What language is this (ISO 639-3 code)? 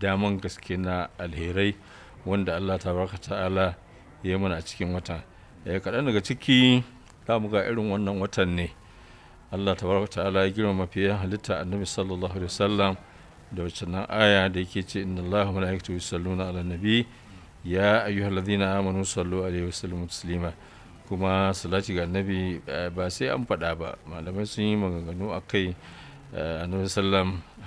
hau